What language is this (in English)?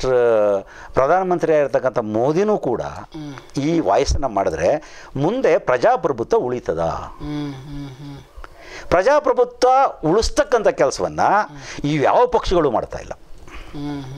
Kannada